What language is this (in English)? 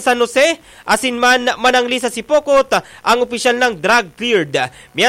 Bikol